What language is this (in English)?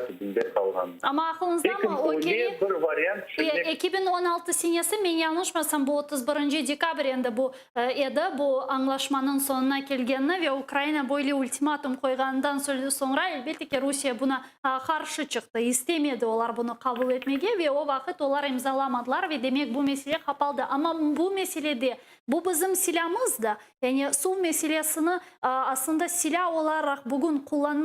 Crimean Tatar